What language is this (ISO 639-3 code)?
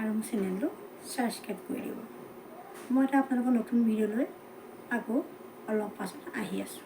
asm